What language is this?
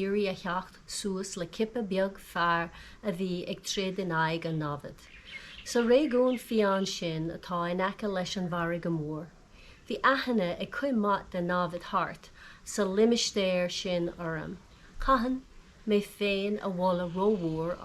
Irish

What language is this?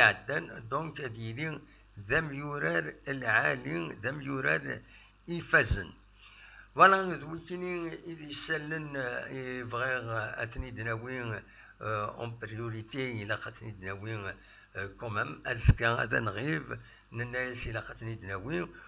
Kabyle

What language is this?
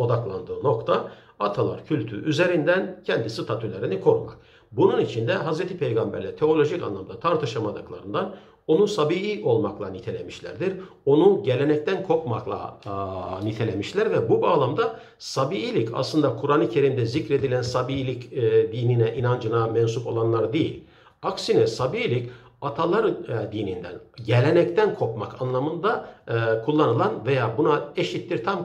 Turkish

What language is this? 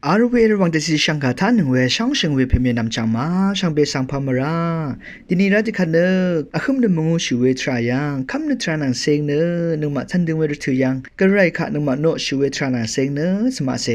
Rawang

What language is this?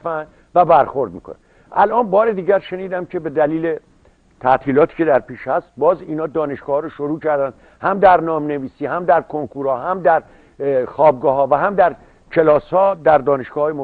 Persian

